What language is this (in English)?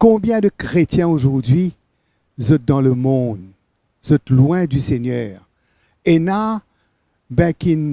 Morisyen